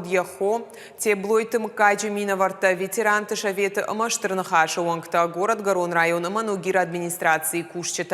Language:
Ossetic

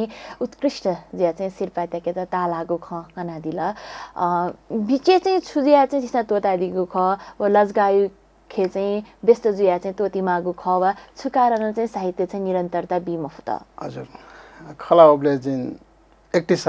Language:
Newari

